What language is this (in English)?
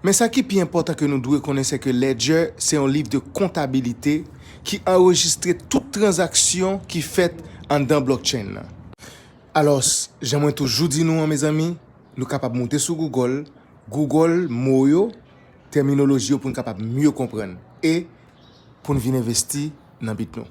Haitian Creole